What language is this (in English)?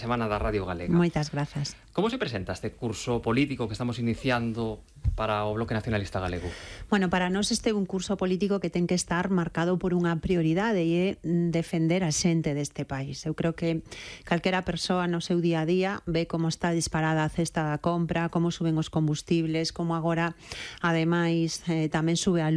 Galician